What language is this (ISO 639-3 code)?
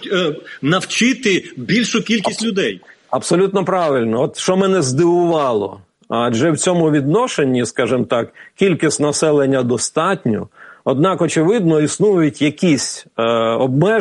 ukr